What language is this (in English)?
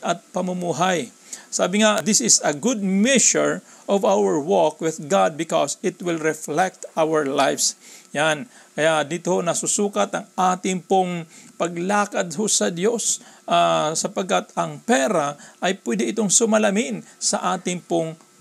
Filipino